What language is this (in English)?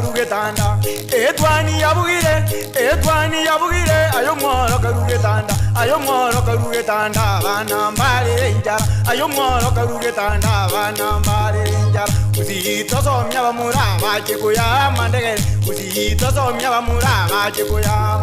Gusii